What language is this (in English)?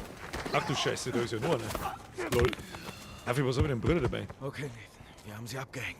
Bavarian